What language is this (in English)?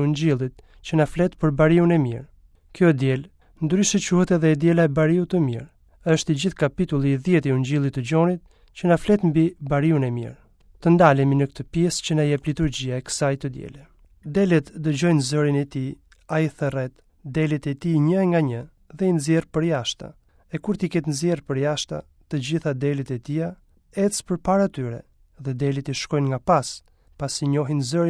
Albanian